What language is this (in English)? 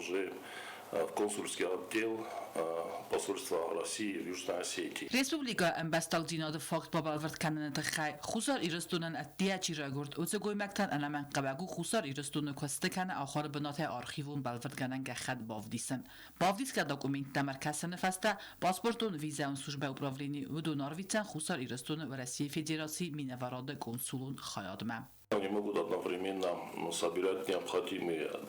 Ossetic